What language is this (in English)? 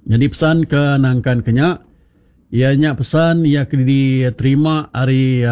Iban